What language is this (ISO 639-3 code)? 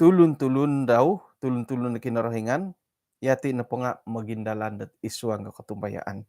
dtp